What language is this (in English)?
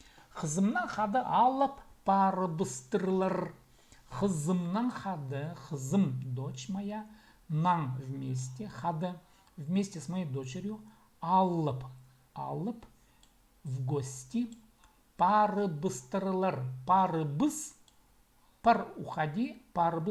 Khakas